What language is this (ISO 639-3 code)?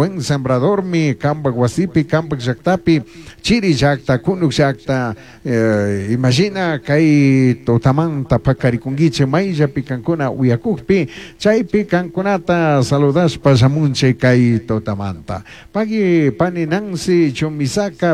qug